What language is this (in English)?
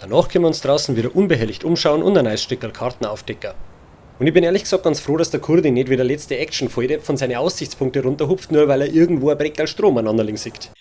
Bavarian